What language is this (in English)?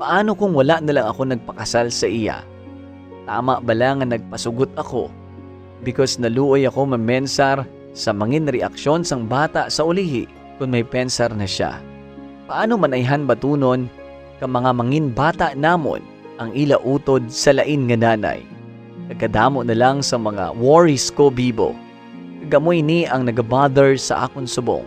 Hiligaynon